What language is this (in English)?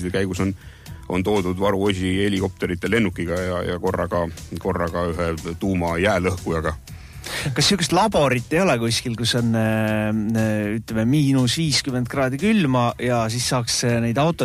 Estonian